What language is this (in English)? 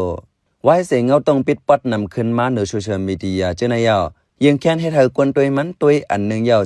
Shan